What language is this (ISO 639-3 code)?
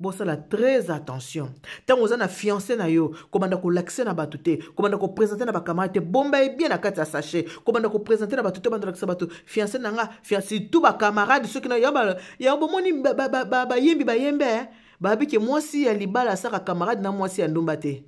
lin